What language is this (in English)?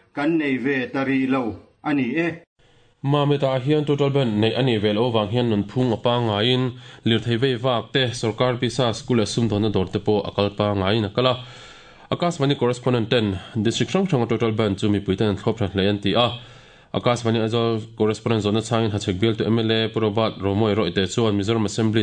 Mizo